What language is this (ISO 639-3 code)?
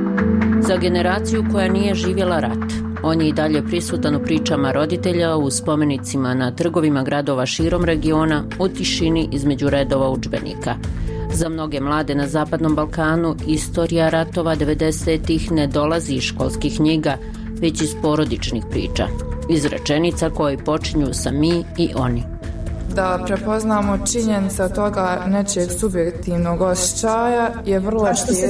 bos